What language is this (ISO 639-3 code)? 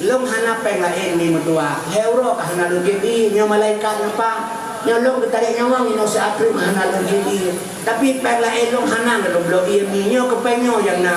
ace